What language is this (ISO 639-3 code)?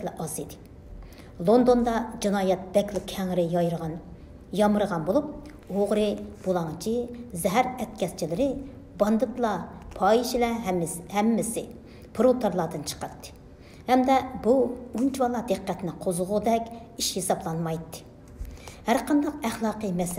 uig